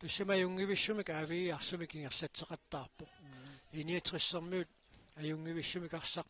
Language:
Kalaallisut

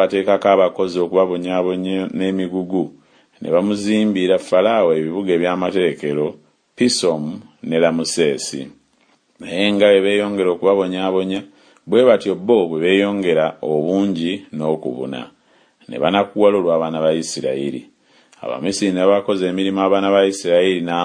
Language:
Ganda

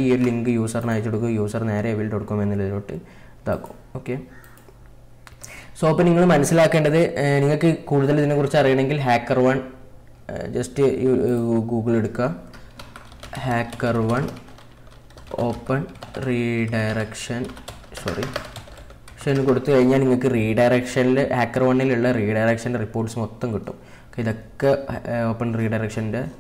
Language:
Malayalam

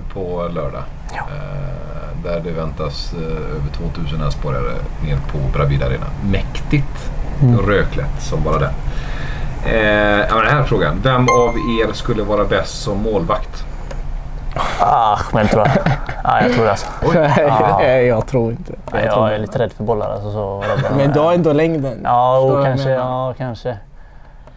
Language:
Swedish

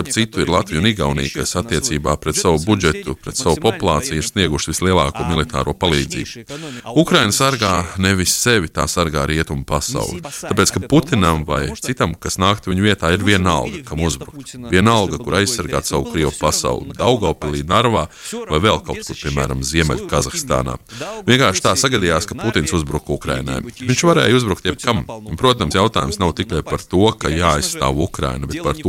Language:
Latvian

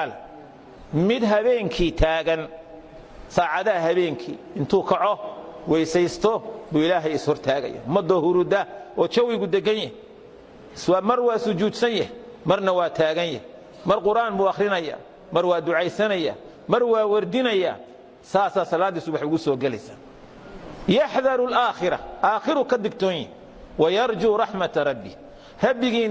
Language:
Somali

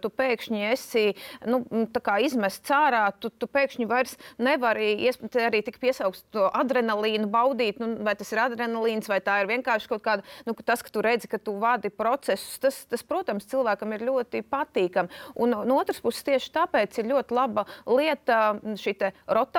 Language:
Latvian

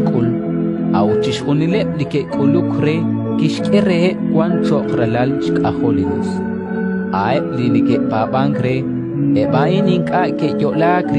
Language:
Kekchí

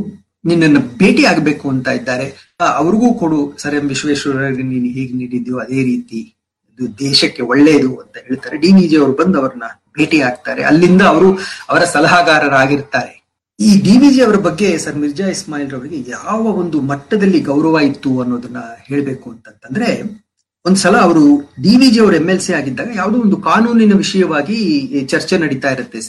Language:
Kannada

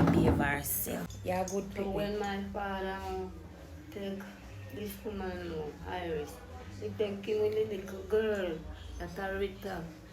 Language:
Jamaican Creole English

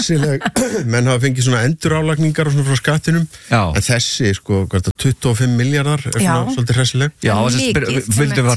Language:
Icelandic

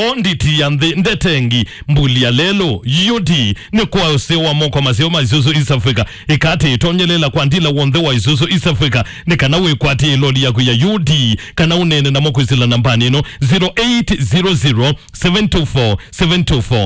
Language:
Kamba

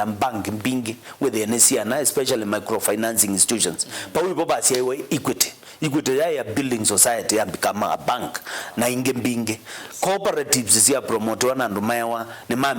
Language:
Kamba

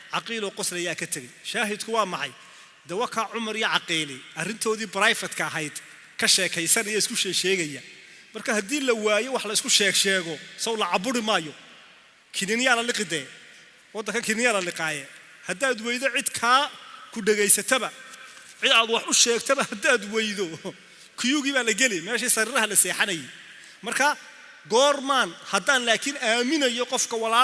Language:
Somali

